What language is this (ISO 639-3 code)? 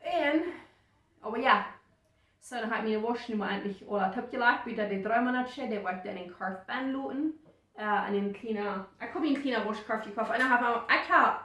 pdt